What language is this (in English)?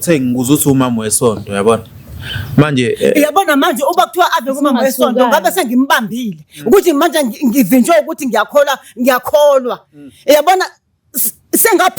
Zulu